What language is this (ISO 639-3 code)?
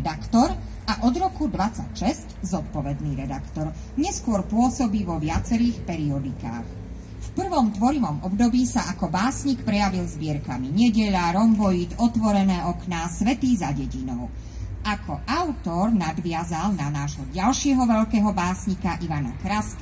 slk